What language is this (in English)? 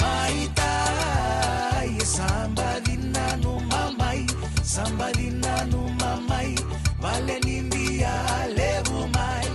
Fijian